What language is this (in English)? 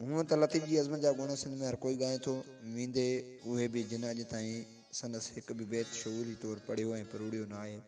Sindhi